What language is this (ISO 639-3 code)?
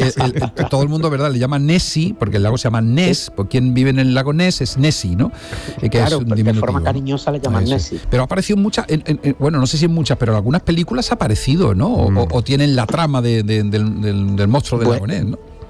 spa